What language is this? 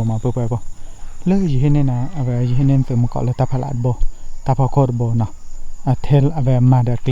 S'gaw Karen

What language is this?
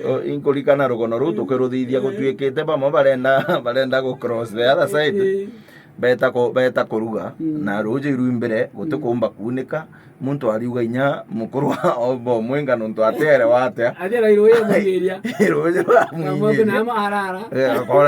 Meru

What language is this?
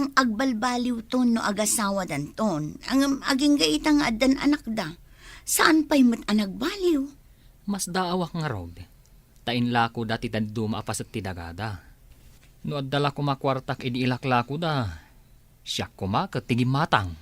Iloko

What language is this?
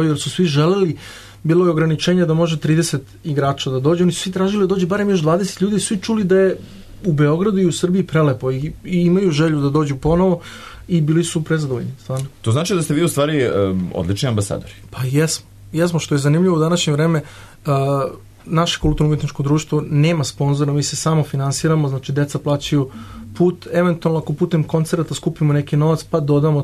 Serbian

